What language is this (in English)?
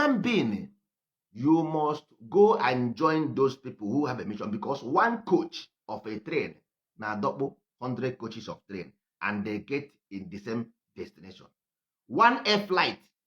Igbo